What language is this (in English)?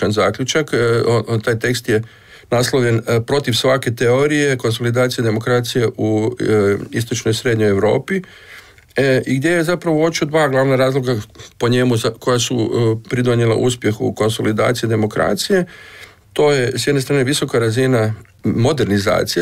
Croatian